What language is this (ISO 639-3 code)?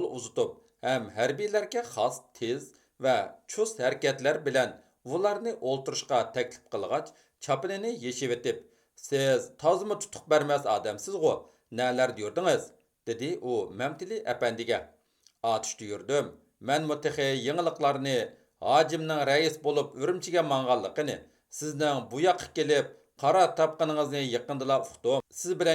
uig